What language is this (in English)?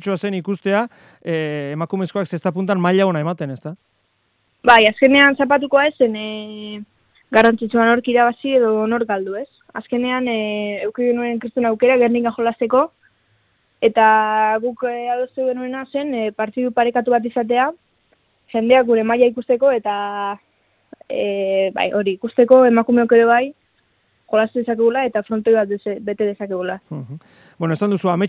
Basque